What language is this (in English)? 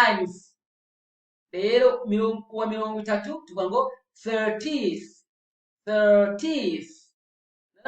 Rundi